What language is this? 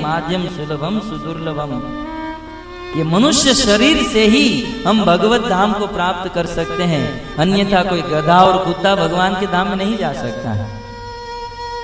Hindi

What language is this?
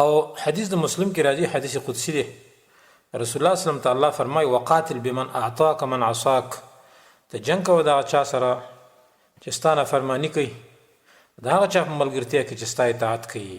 Pashto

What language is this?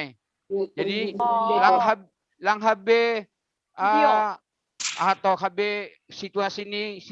Batak Simalungun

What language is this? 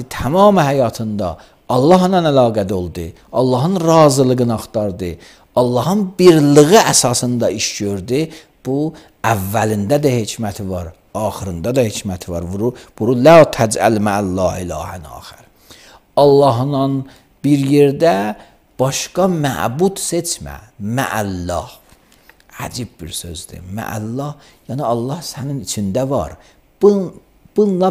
Azerbaijani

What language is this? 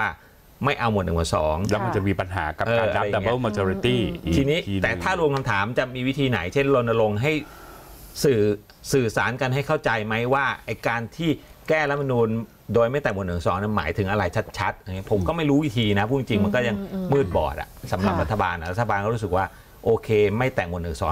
Thai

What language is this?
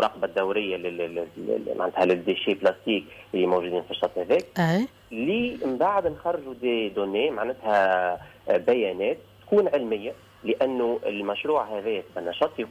Tunisian Arabic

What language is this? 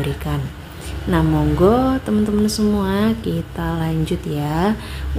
Indonesian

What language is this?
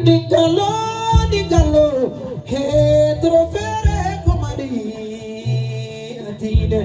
Bambara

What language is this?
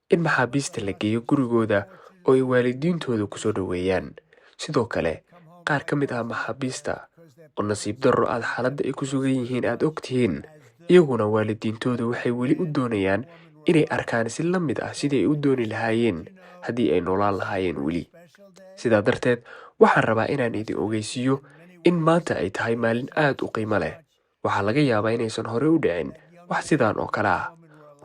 Somali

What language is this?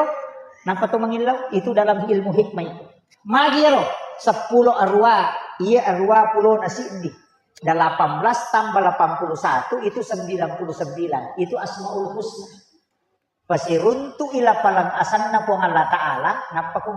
Buginese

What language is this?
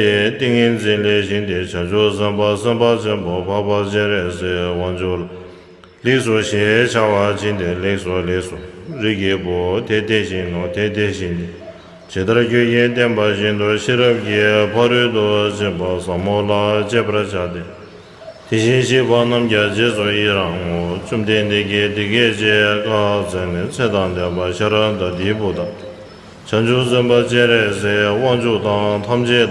Tibetan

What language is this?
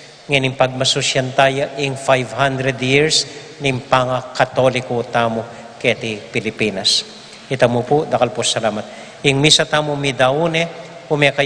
Pampanga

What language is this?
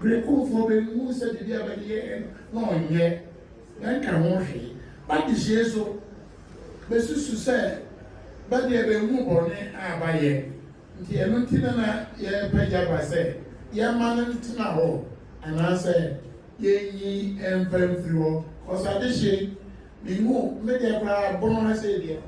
Akan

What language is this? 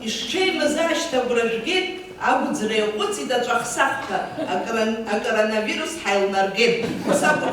Abkhazian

